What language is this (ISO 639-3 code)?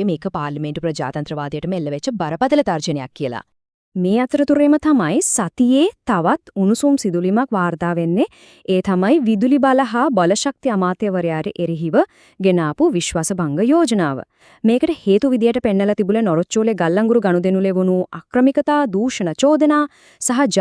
sin